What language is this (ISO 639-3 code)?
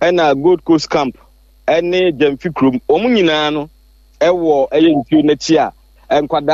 aka